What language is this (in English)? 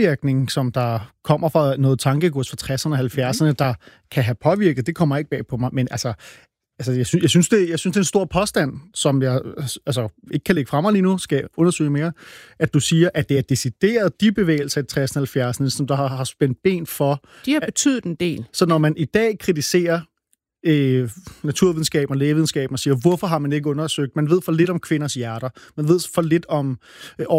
Danish